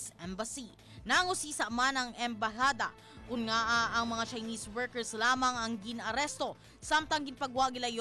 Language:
Hiligaynon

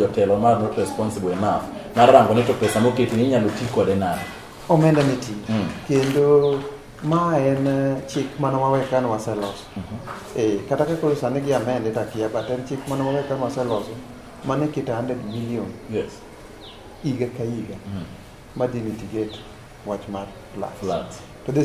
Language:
Luo (Kenya and Tanzania)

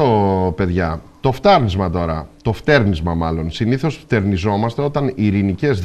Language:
Greek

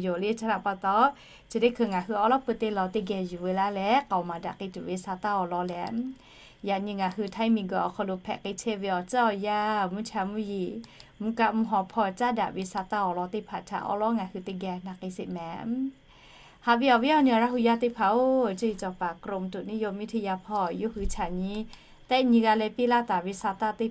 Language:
Lahu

